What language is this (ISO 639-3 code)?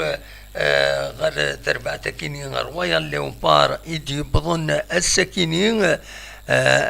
kab